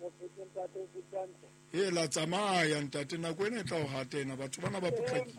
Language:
Southern Sotho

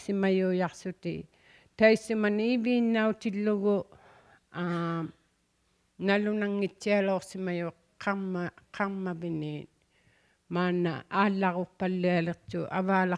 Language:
Inuktitut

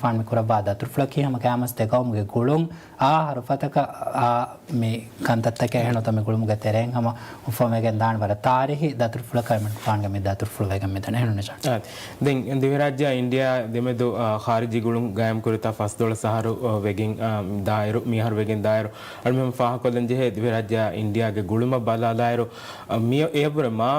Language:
Divehi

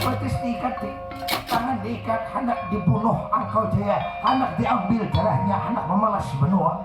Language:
Banjar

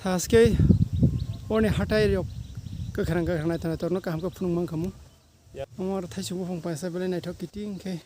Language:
Kok Borok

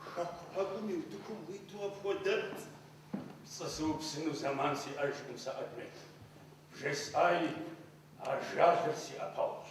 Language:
Kabardian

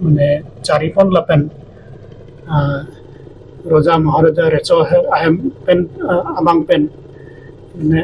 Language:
Karbi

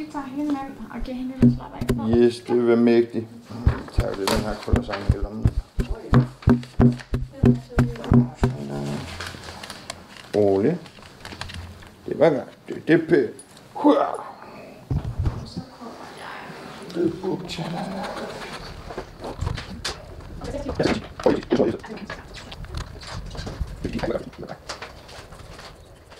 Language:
Danish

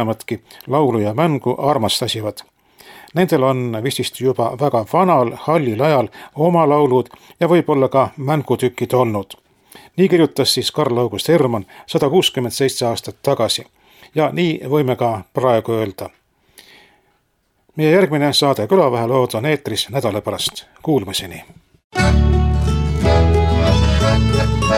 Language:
Estonian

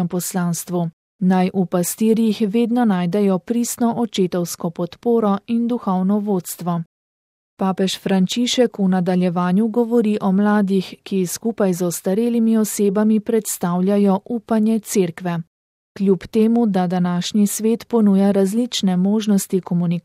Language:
Slovenian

